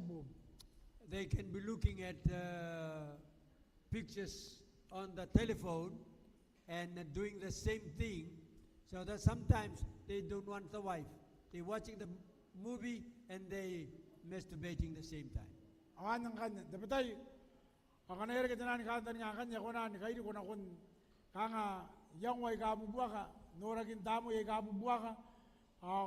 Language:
Gilbertese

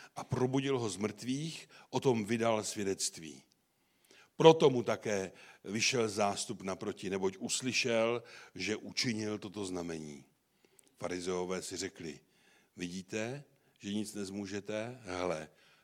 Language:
Czech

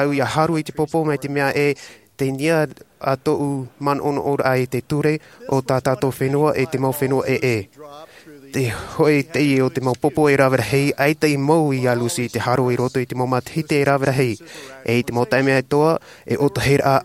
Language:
Tahitian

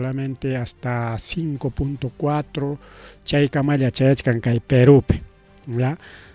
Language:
Ayacucho Quechua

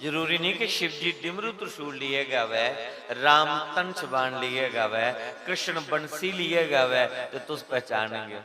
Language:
Dogri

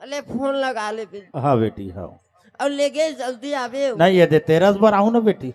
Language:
Chhattisgarhi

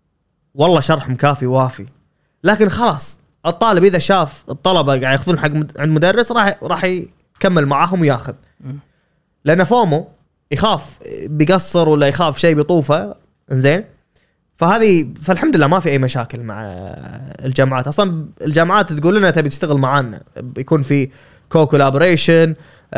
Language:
Gulf Arabic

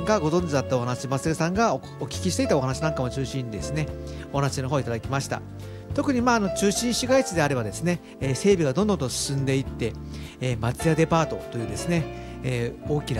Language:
Japanese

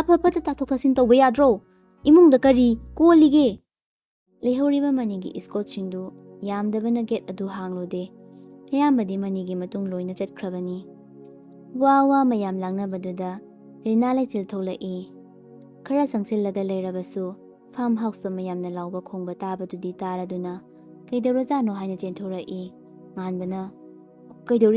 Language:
Manipuri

